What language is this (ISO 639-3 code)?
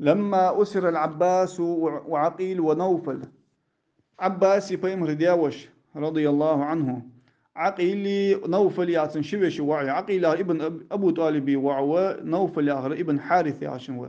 inh